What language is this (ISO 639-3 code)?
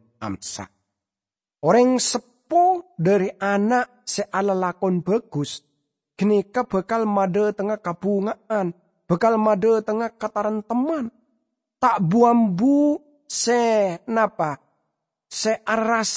mad